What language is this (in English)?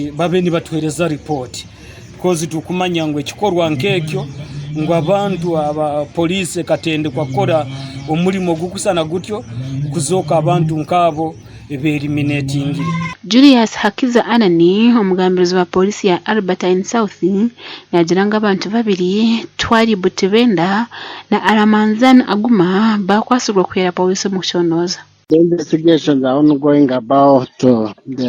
Nyankole